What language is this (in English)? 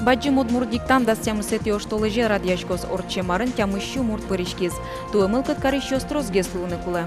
Udmurt